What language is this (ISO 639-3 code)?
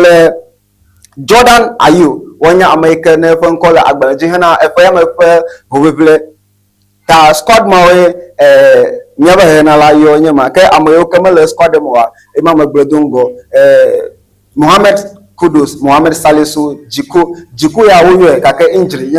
ewe